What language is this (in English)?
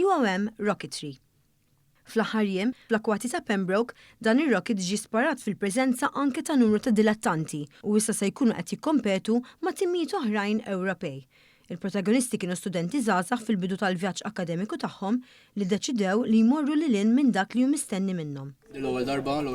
Maltese